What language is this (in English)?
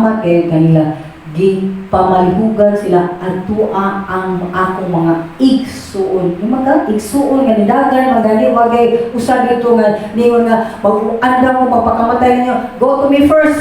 Cebuano